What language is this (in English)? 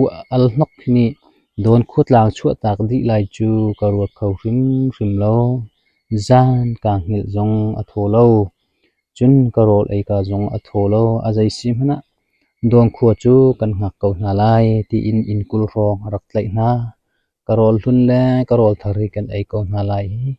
Hakha Chin